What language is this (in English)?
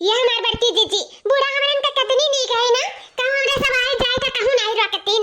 Awadhi